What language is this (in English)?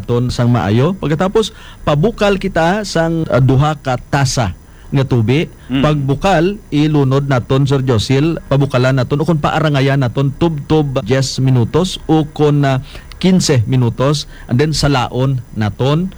Hiligaynon